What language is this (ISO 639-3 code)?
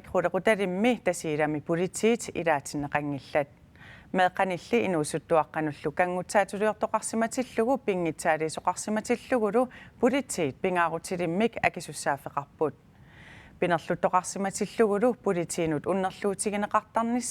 kal